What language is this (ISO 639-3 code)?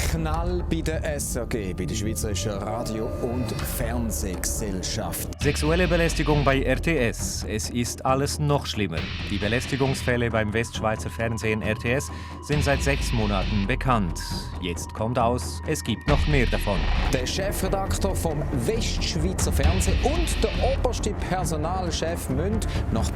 roh